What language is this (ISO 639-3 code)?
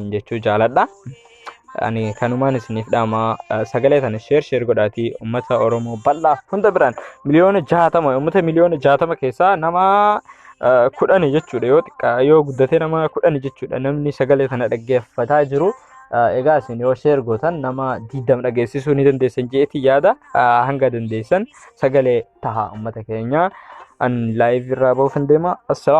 orm